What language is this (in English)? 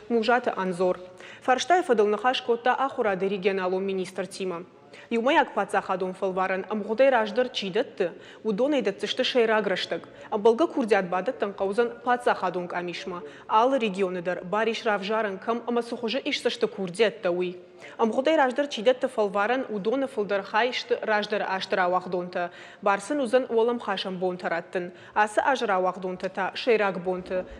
Ossetic